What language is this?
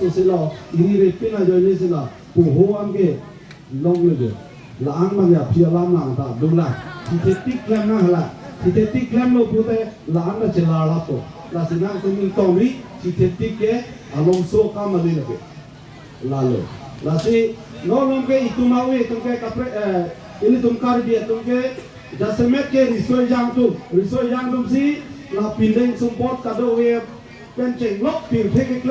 Karbi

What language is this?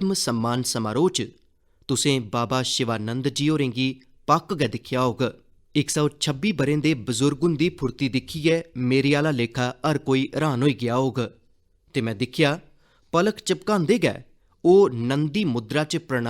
Dogri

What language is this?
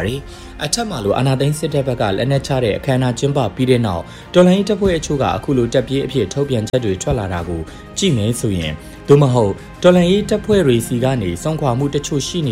Burmese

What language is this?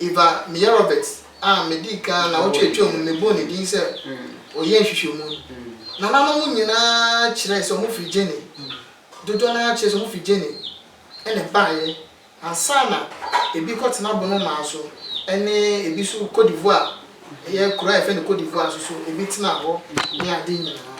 Akan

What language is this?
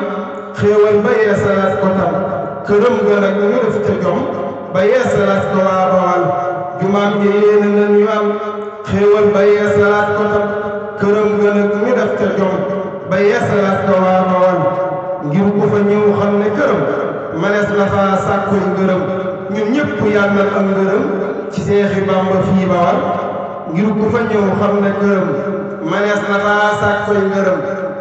Wolof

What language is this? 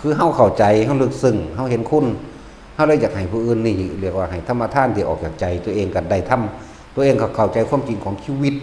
Northeastern Thai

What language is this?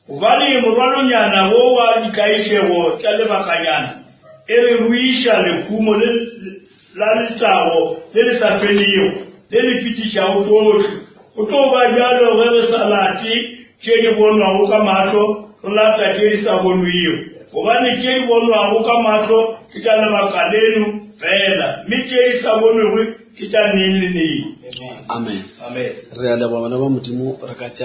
Northern Sotho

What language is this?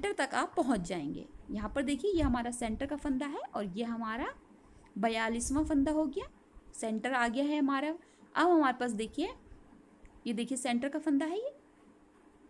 Hindi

